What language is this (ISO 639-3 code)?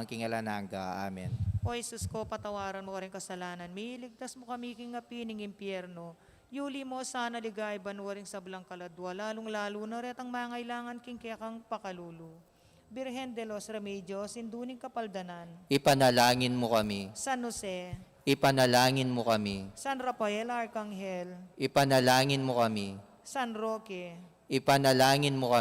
pam